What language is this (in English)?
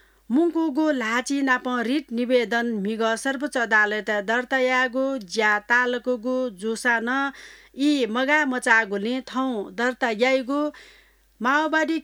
Newari